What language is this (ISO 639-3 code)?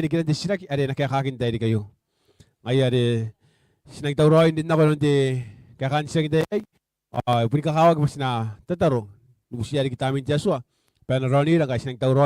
gil